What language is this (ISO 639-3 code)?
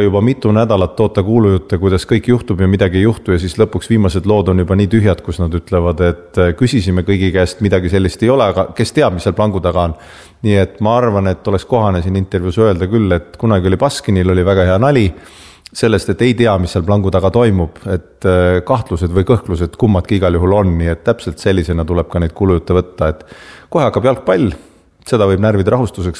est